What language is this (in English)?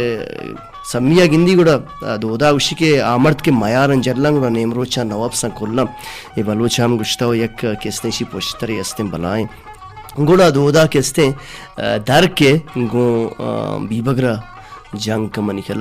Baluchi